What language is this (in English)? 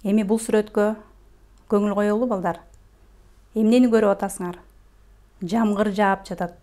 Kyrgyz